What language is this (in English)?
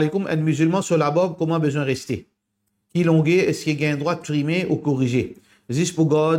Morisyen